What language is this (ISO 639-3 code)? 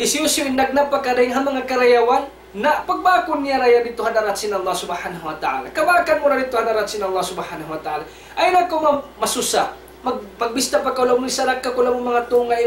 tsg